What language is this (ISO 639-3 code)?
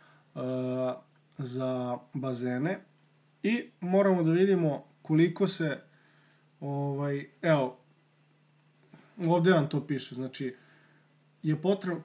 srp